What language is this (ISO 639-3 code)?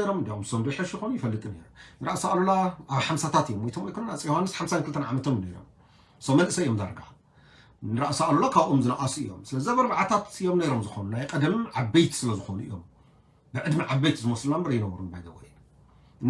tir